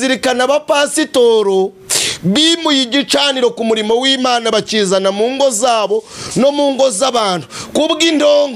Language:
Kinyarwanda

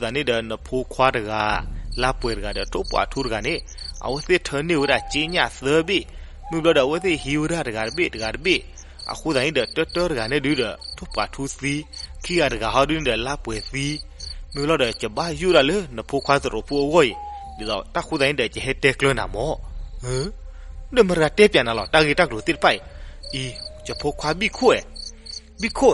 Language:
S'gaw Karen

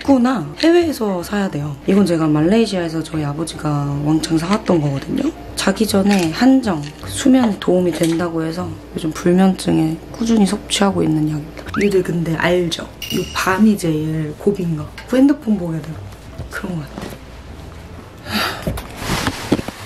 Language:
Korean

